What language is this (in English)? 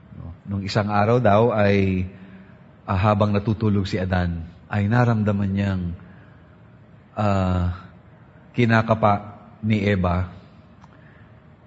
Filipino